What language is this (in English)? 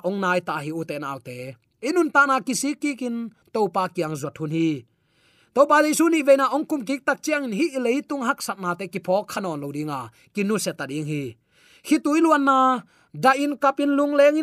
Tedim Chin